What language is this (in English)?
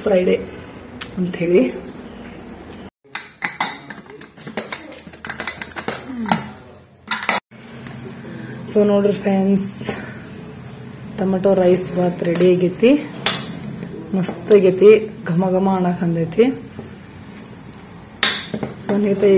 Kannada